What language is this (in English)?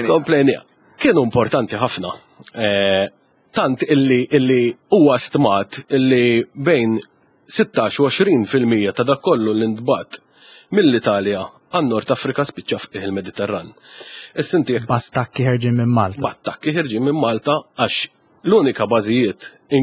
Maltese